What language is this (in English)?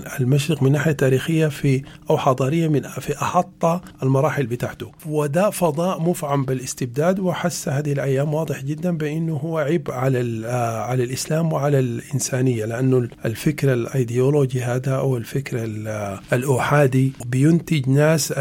Sudanese Arabic